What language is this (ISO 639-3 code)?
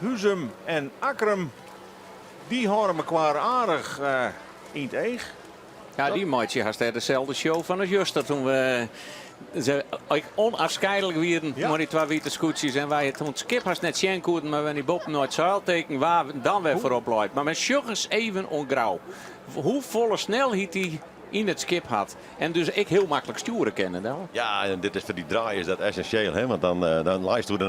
fry